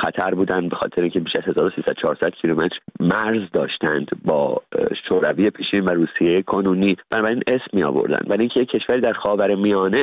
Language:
Persian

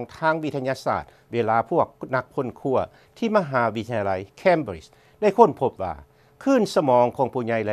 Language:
Lao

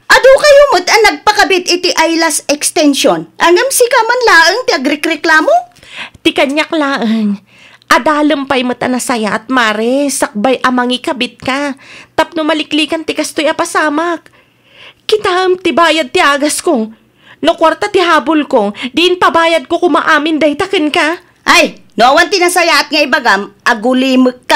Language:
Iloko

